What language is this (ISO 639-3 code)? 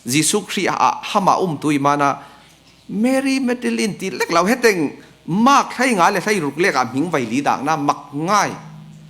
cfm